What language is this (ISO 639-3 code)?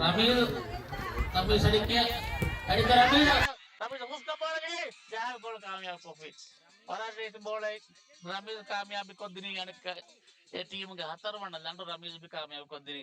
div